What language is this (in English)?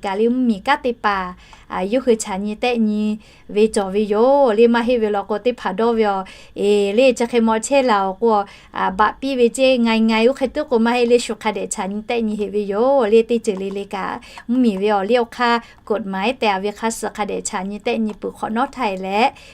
Lahu